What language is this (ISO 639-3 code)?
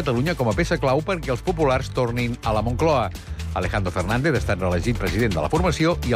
cat